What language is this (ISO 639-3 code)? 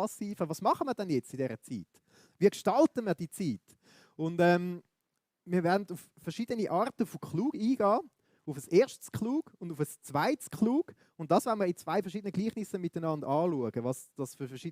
gsw